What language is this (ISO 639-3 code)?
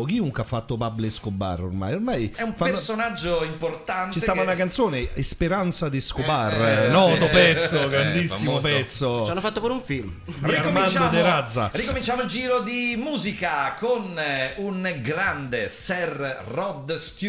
ita